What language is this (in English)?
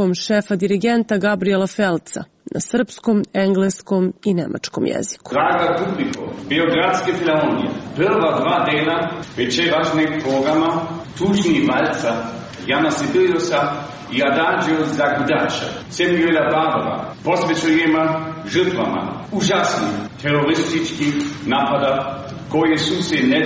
Serbian